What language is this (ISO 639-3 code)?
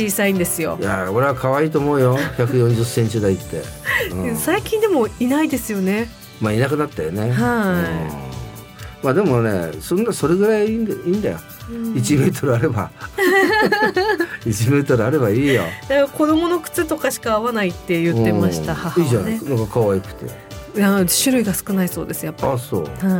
jpn